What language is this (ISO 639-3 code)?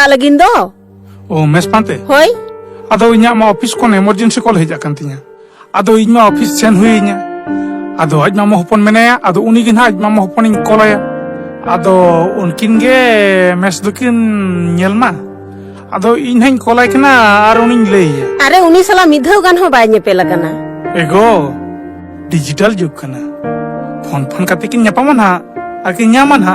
sat